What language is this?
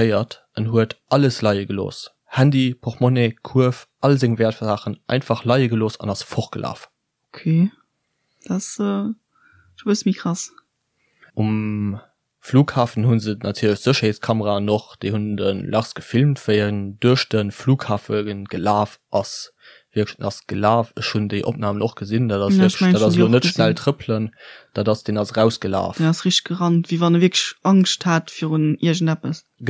Luxembourgish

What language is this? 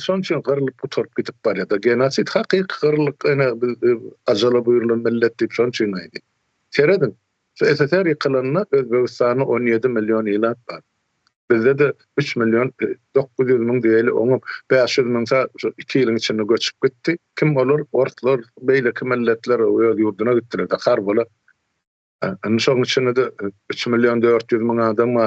Turkmen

